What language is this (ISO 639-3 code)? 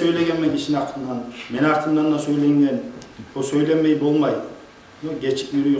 kum